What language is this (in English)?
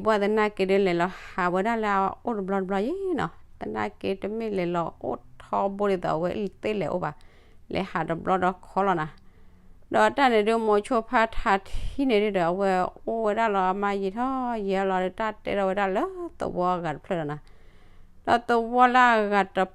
S'gaw Karen